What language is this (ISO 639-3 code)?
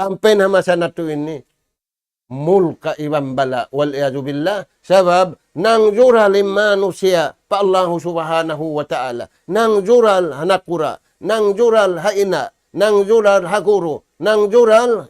tsg